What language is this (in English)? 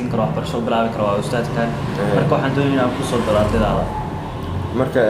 Somali